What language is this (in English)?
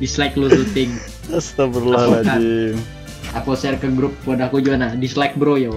Banjar